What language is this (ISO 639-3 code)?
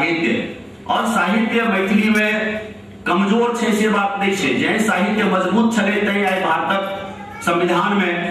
mai